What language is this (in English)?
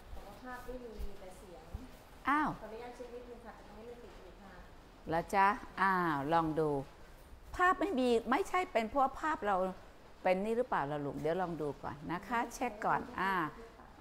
Thai